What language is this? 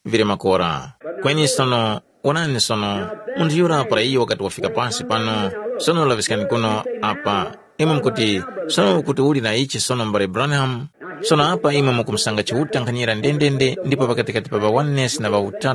Tumbuka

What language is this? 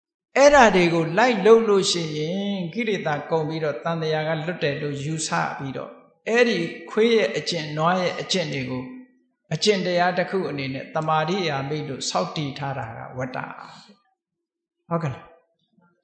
Burmese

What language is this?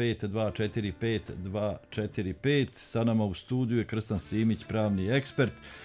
Bosnian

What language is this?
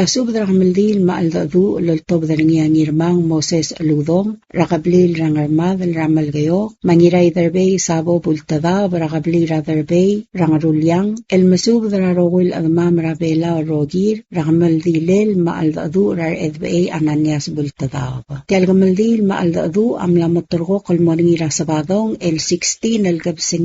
Palauan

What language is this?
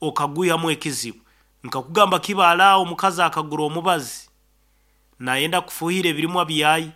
Nyankole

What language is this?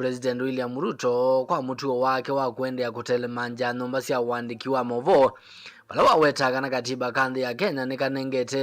Kamba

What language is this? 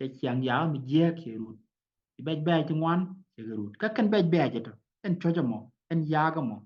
Nuer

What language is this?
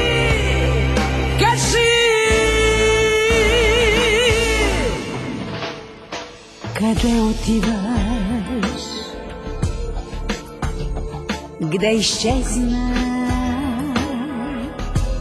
Bulgarian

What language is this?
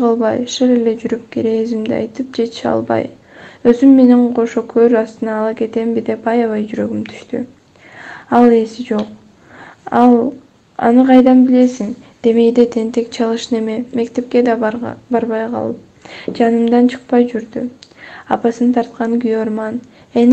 Kyrgyz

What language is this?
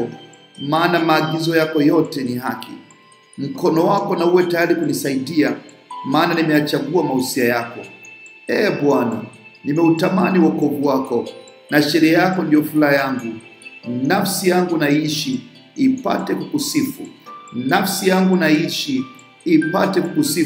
Swahili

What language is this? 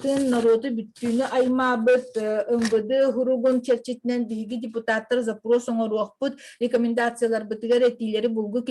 Yakut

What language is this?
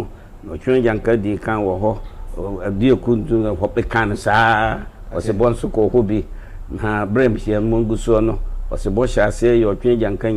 Akan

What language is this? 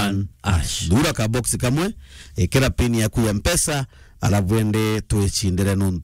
Meru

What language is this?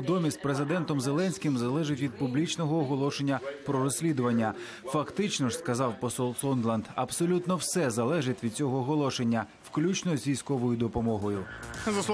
Ukrainian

